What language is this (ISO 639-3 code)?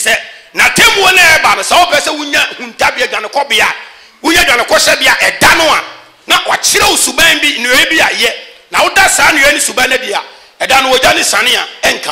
aka